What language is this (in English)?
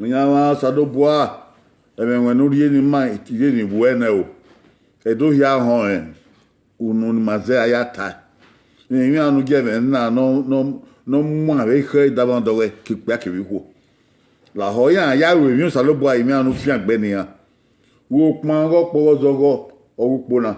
Bini